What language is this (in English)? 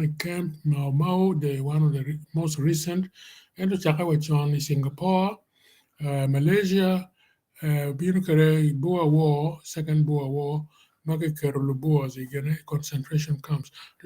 Acoli